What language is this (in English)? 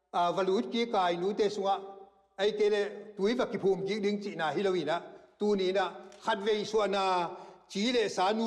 Tedim Chin